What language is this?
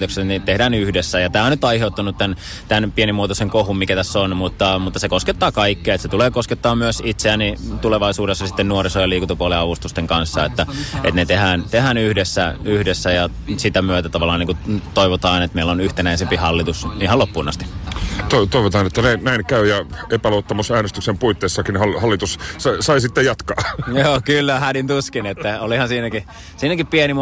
Finnish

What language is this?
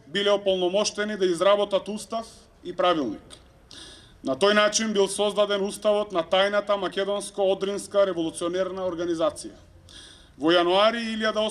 Macedonian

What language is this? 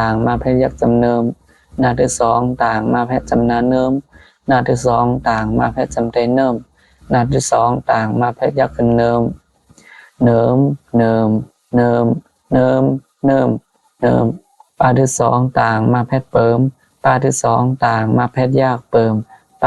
Shan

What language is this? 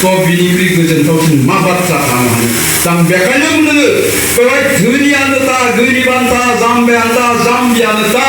Bodo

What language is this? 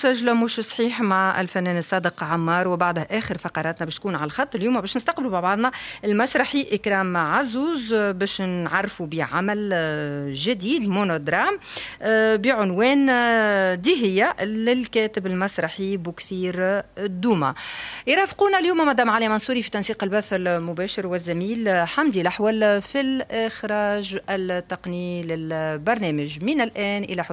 Tunisian Arabic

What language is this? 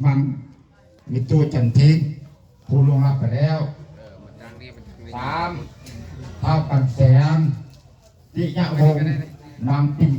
Lao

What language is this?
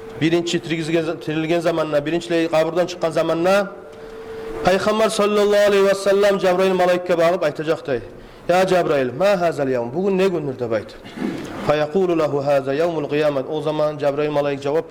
Kumyk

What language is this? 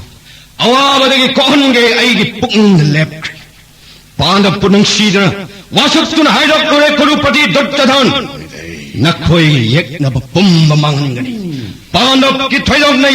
Manipuri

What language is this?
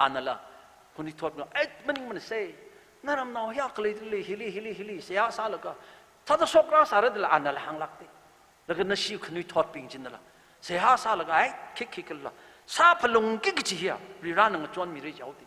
Tangkhul Naga (India)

